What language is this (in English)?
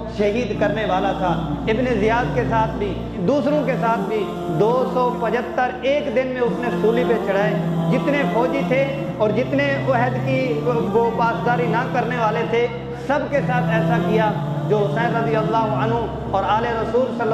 Urdu